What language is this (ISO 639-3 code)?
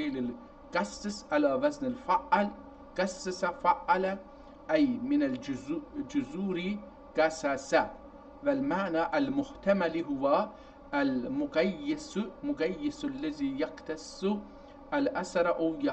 azb